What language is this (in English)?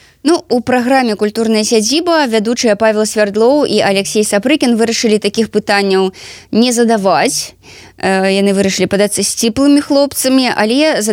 Belarusian